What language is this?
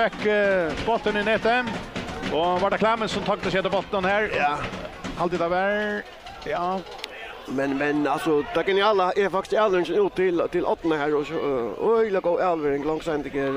Faroese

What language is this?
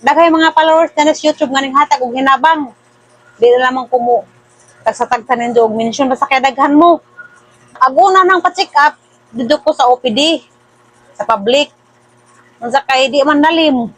Cebuano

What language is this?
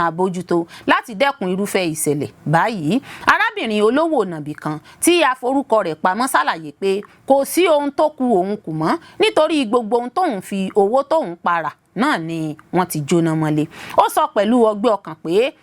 Yoruba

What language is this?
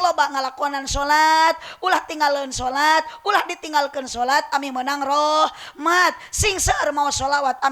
Sundanese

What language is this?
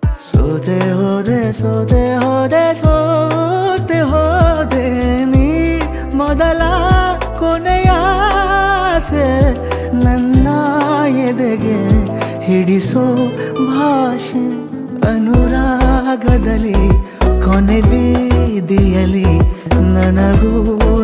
Kannada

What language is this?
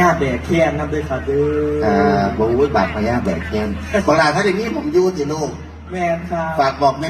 Northeastern Thai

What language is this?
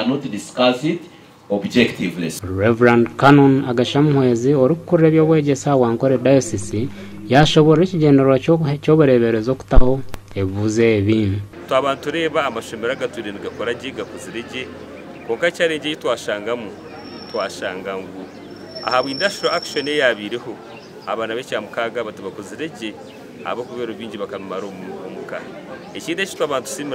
Nyankole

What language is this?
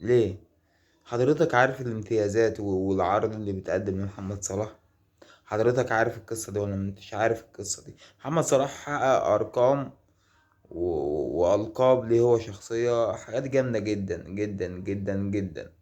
Egyptian Arabic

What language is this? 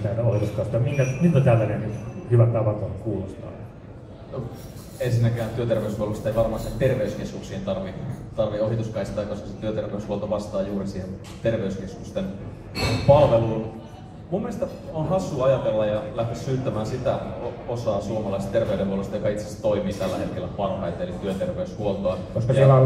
Finnish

